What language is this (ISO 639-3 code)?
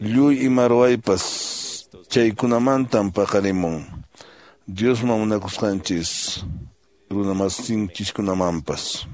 que